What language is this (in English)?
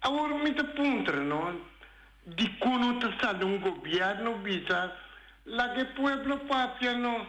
Papiamento